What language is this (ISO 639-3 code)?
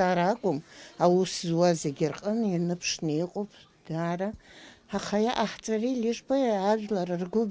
abk